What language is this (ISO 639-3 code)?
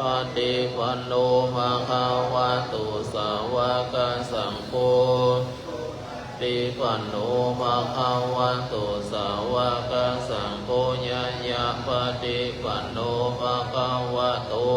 pli